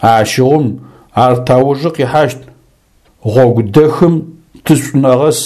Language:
Adyghe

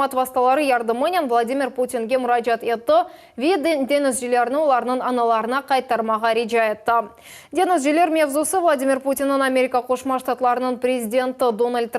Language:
Crimean Tatar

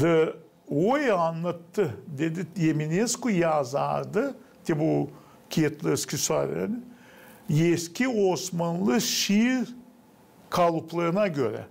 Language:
Gagauz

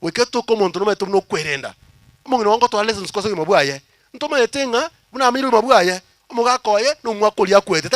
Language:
Gusii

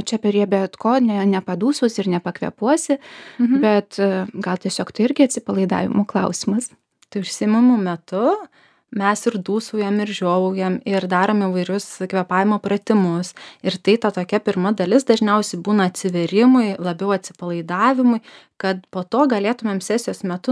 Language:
Lithuanian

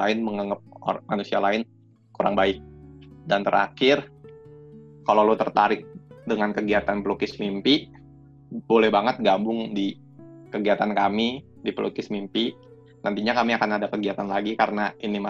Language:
Indonesian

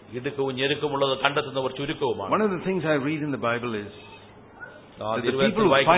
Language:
Malayalam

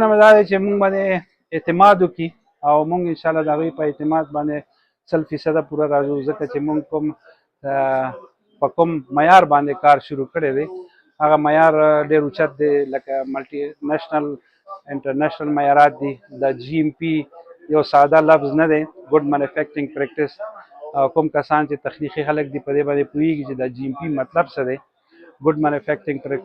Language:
Pashto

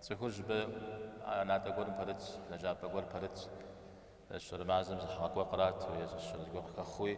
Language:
Kabardian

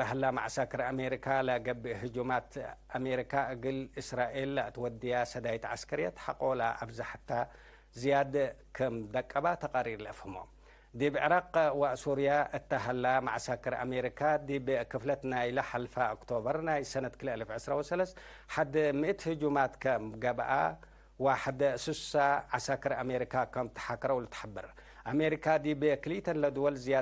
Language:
Tigre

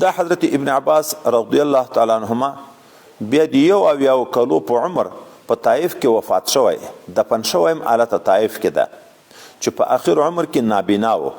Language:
Pashto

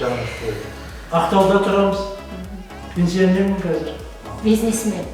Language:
Kara-Kalpak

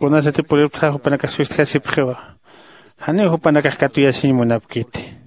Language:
Aymara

